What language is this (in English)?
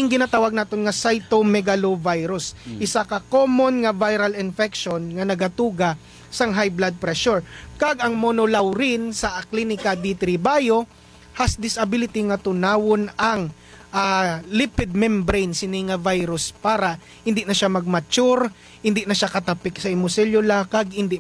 Hiligaynon